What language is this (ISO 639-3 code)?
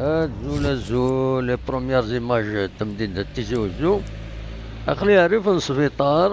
kab